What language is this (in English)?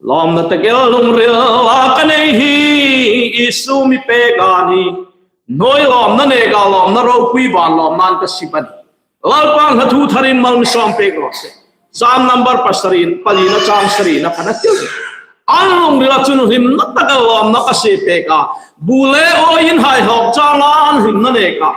Hmar